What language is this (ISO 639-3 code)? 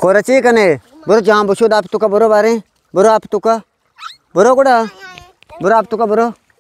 bgp